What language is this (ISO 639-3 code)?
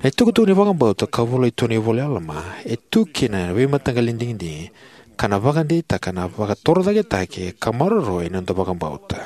fij